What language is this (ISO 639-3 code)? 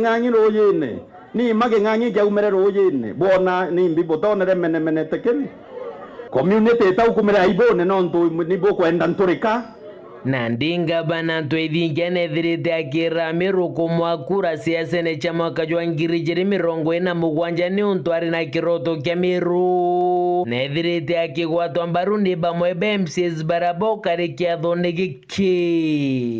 mer